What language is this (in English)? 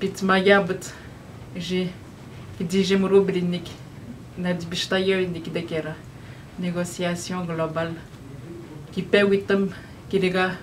Atikamekw